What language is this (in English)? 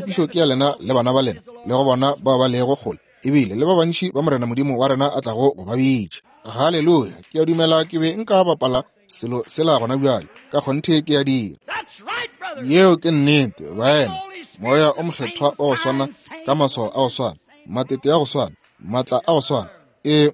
Northern Sotho